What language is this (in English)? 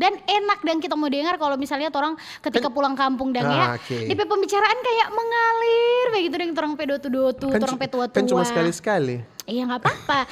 Manado Malay